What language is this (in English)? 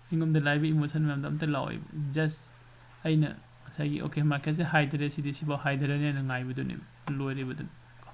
Manipuri